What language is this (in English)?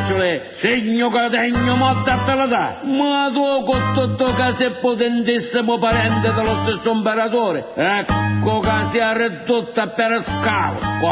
Sicilian